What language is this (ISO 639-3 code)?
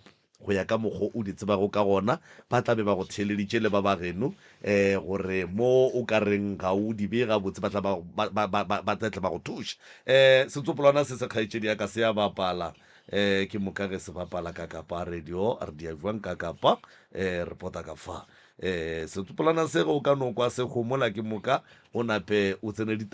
nso